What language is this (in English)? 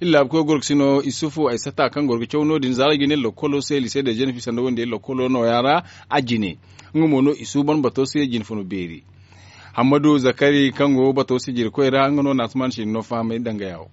Zarma